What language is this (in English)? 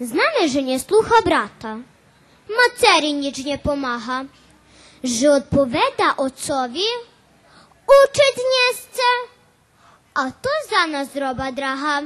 Rusyn